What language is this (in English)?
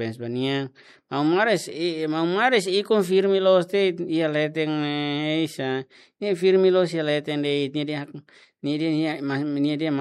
Tetum